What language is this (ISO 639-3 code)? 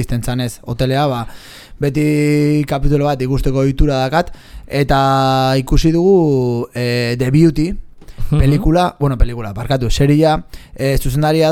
eus